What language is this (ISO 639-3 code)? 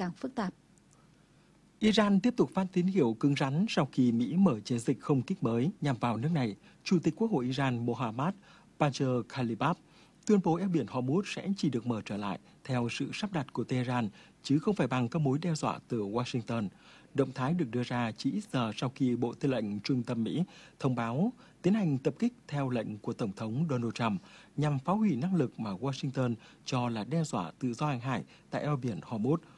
vie